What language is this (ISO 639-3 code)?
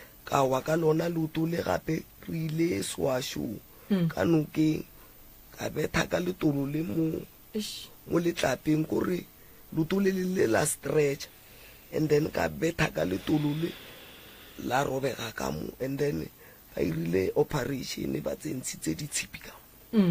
nso